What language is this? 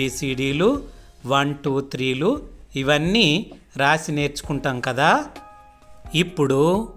Telugu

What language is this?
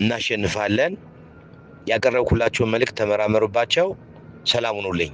Amharic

